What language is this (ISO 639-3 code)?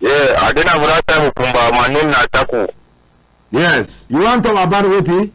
wes